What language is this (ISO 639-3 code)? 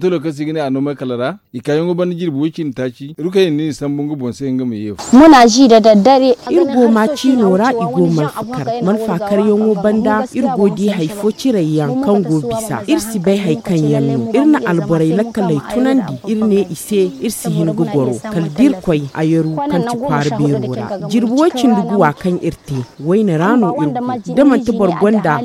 dje